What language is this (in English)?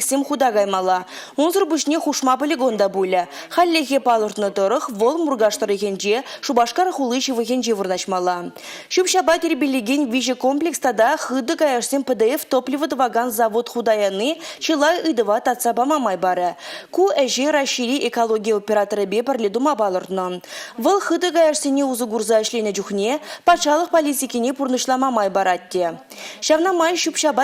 Chuvash